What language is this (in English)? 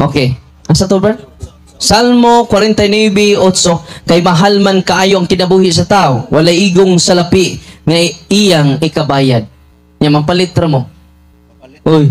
Cebuano